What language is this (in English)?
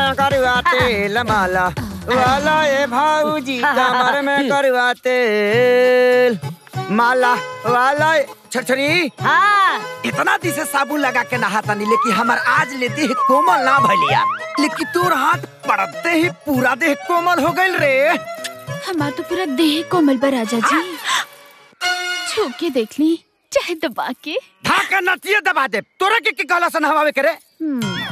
Bhojpuri